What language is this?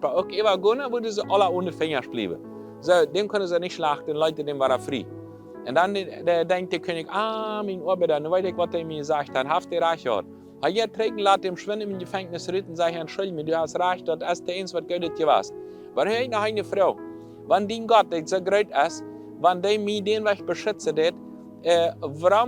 Plautdietsch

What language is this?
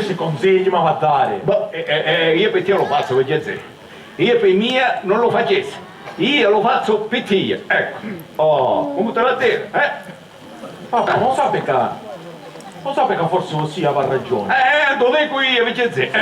Sicilian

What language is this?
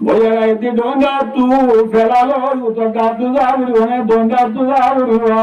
Rohingya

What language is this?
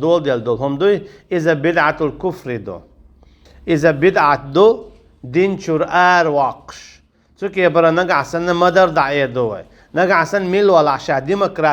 Chechen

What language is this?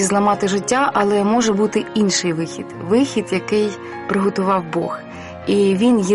Ukrainian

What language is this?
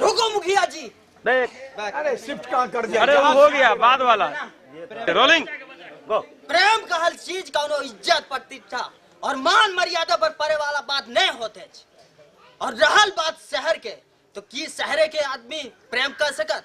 Maithili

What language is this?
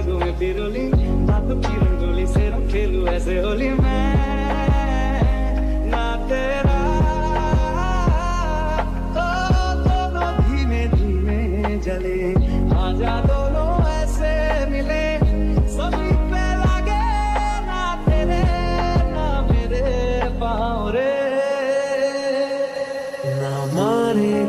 Hindi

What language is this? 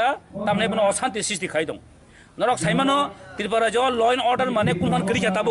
Kok Borok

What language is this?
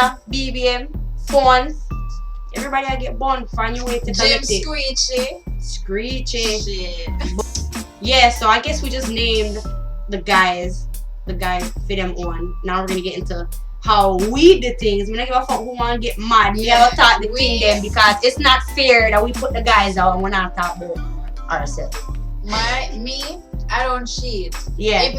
Jamaican Creole English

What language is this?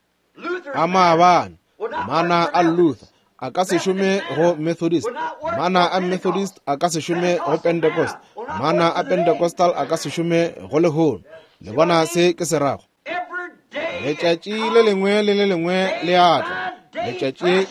Northern Sotho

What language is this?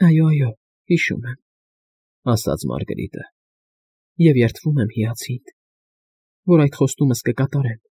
Armenian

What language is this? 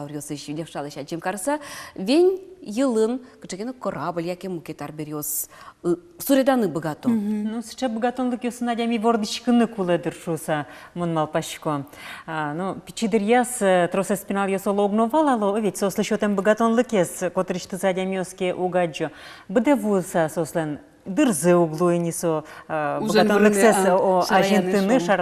Udmurt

